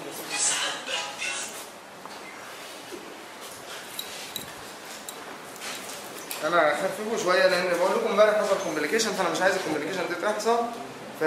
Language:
Egyptian Arabic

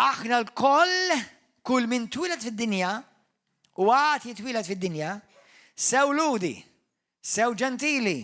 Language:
Maltese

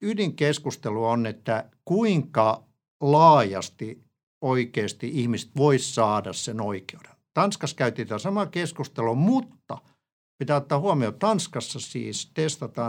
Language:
Finnish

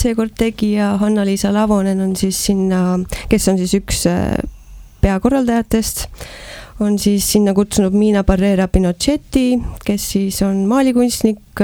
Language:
Estonian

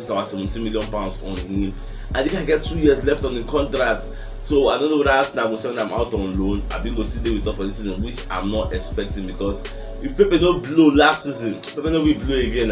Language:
Nigerian Pidgin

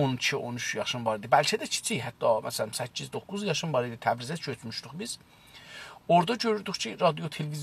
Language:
South Azerbaijani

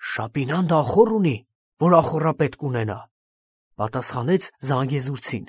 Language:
Armenian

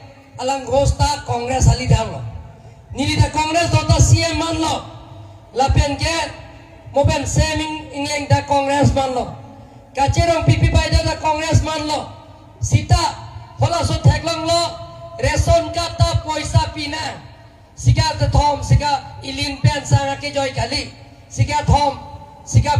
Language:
Karbi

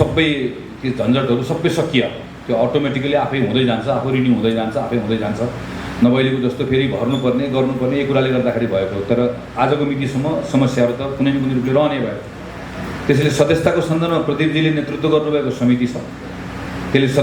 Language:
Nepali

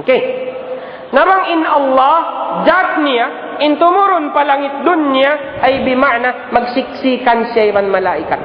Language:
Tausug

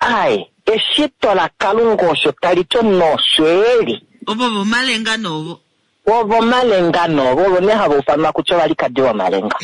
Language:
Kuanyama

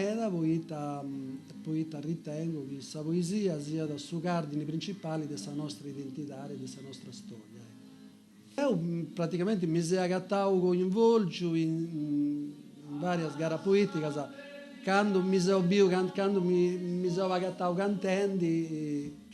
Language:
Sardinian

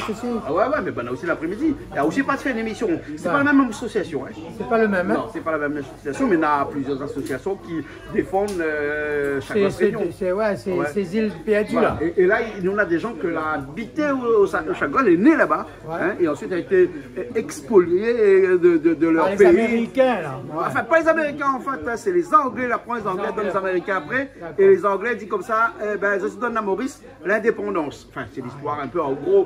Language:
Réunion Creole French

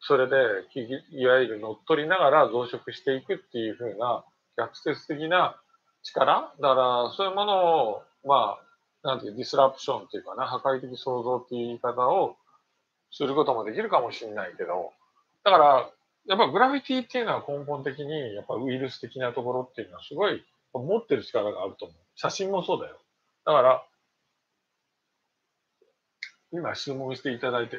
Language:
Japanese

